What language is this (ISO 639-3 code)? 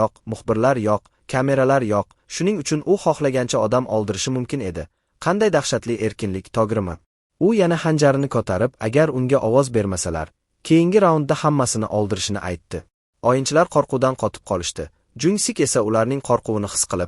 uzb